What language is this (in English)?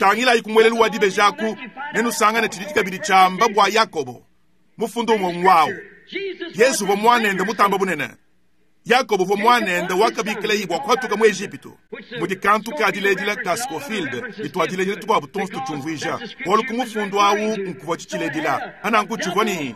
Luba-Lulua